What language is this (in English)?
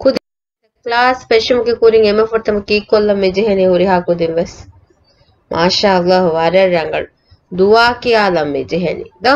Divehi